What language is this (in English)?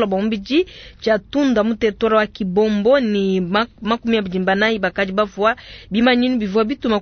Luba-Lulua